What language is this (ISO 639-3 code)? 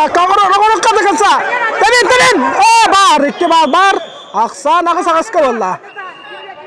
sah